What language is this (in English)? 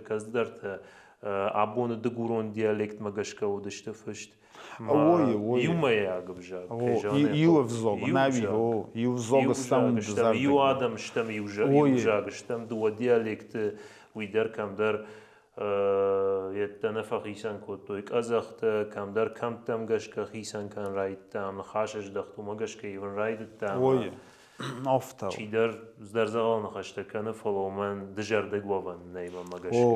Ossetic